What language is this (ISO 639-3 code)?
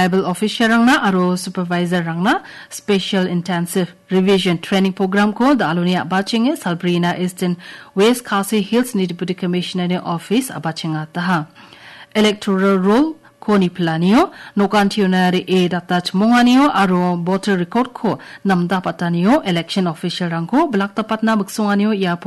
grt